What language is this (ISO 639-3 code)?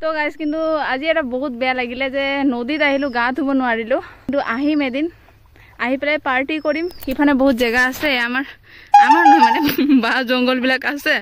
asm